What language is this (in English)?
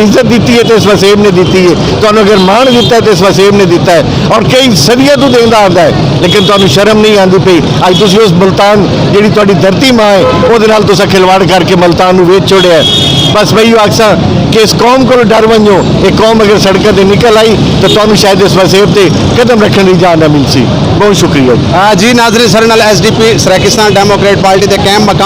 Saraiki